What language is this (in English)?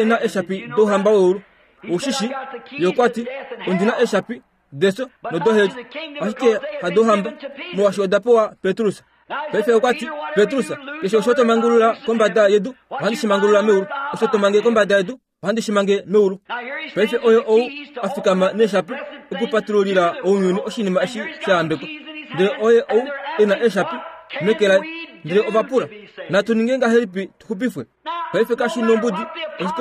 Kuanyama